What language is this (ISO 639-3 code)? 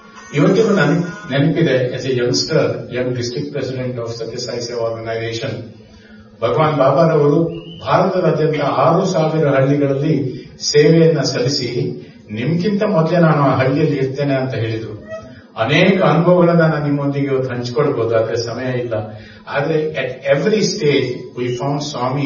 kan